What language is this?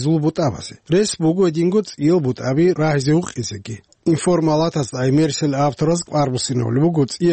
Avaric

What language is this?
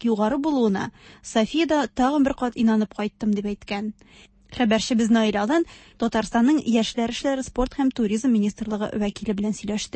Tatar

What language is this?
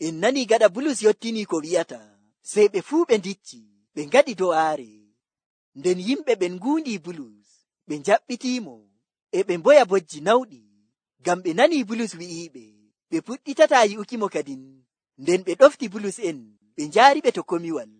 Nigerian Fulfulde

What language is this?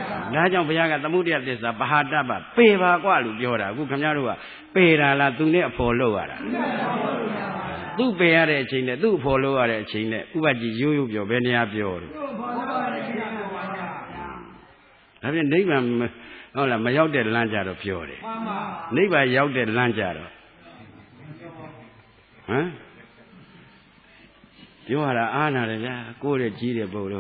Burmese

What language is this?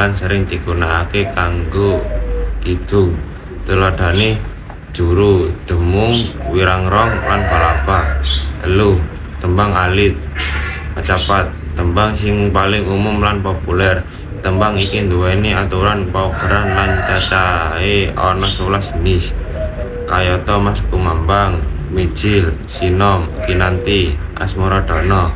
Javanese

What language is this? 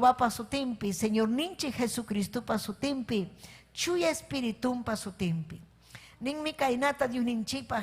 Ayacucho Quechua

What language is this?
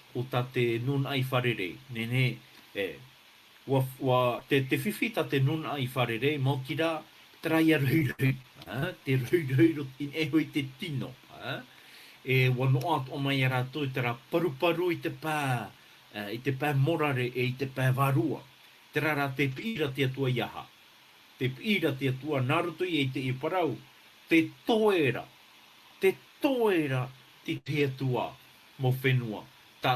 Tahitian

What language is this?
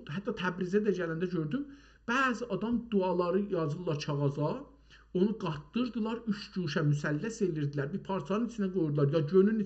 South Azerbaijani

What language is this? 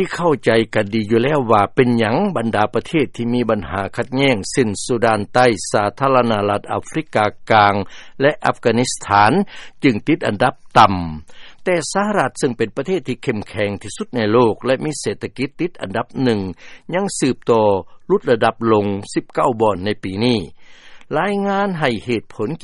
Lao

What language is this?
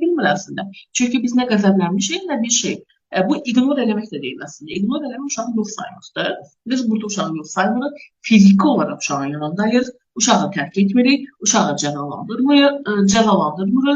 Azerbaijani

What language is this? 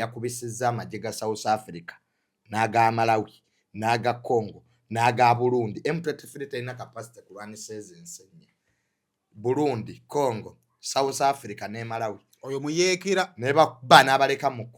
Ganda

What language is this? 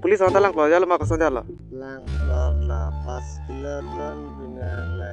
Karbi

